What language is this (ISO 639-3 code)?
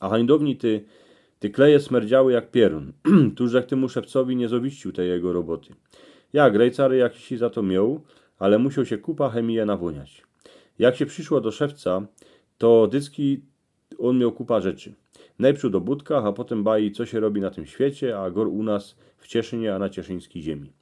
szl